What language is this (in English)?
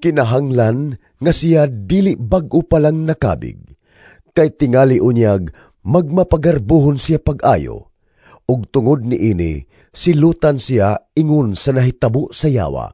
Cebuano